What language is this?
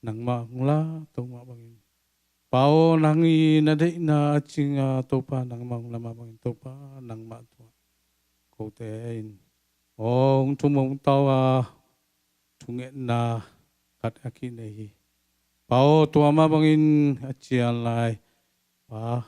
Tedim Chin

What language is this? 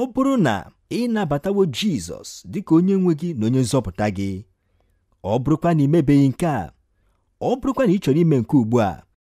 Igbo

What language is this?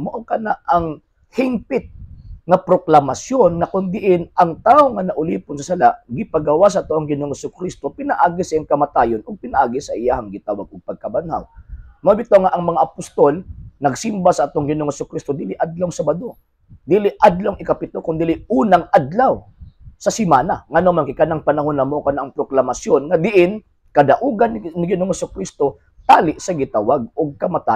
Cebuano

